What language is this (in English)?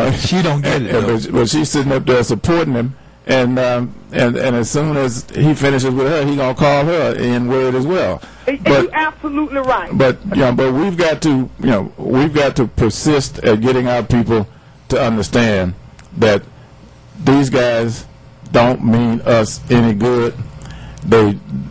English